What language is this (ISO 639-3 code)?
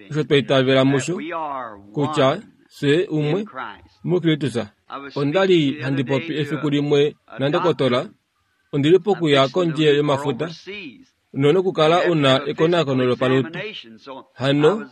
kua